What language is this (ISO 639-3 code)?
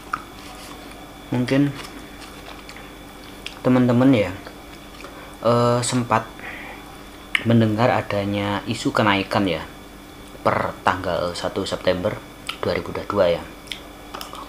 ind